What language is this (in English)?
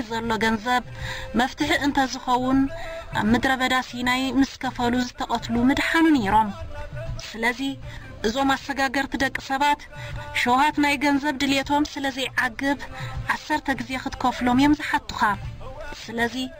Tigrinya